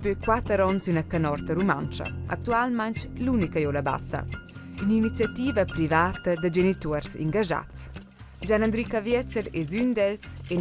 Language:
Romansh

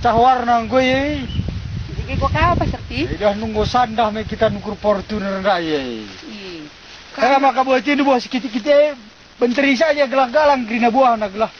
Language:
Batak Karo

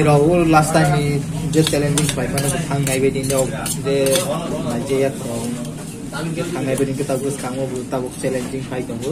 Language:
Kok Borok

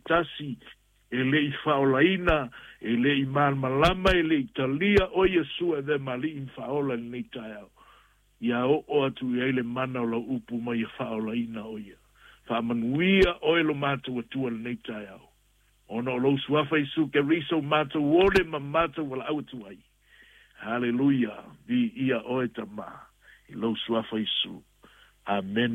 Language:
Samoan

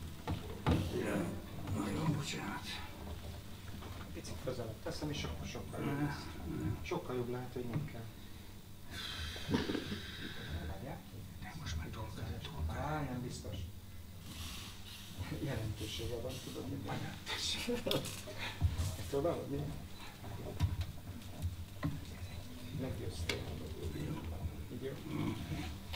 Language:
Hungarian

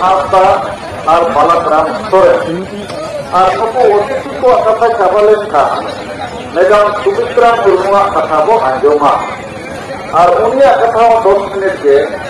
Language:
Santali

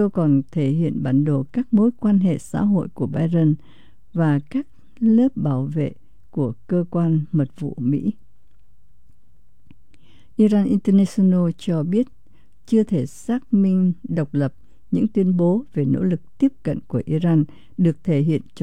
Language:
Vietnamese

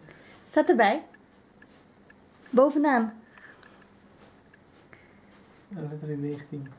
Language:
Dutch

